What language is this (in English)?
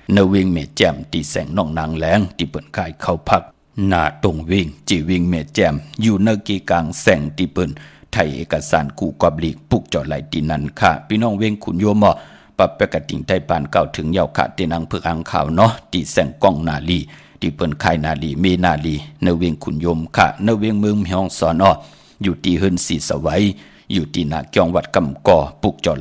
Shan